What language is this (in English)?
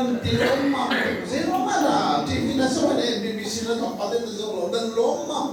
Hakha Chin